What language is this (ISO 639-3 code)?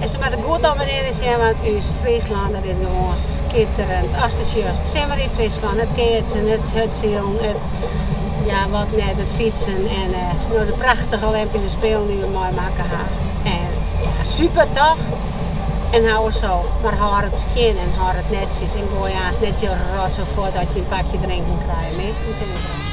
fry